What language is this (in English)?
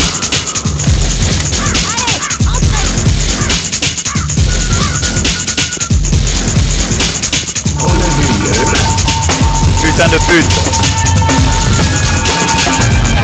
French